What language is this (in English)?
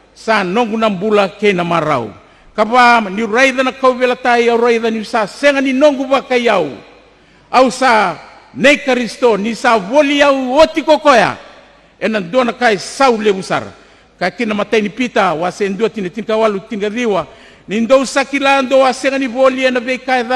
Fijian